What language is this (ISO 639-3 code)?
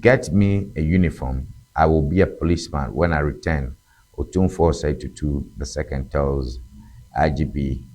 ewe